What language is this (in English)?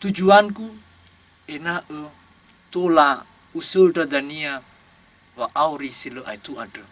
Nias